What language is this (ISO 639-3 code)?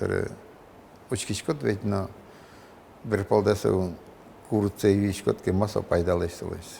udm